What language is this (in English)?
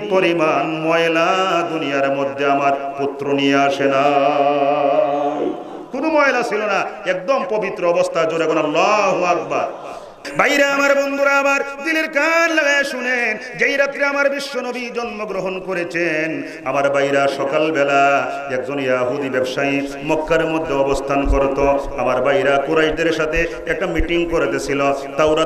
Bangla